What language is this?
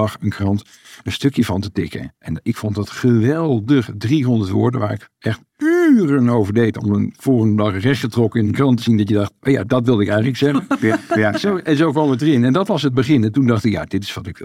Dutch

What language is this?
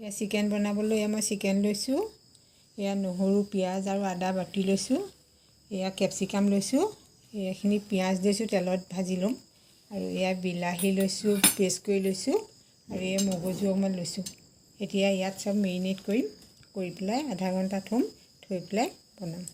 Assamese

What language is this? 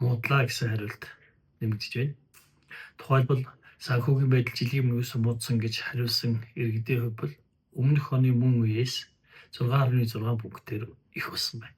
Mongolian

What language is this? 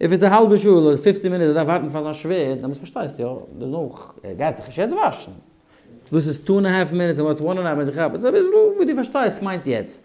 Yiddish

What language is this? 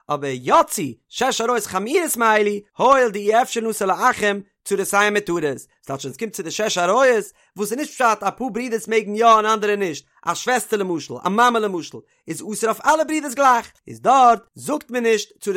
Yiddish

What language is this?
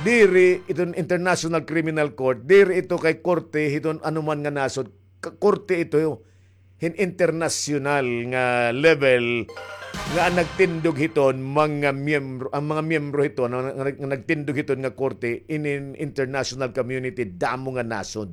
Waray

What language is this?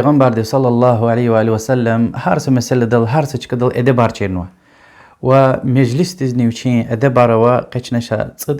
Lezghian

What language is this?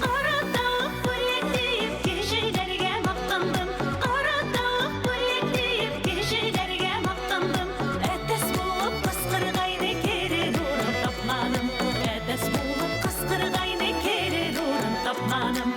Bashkir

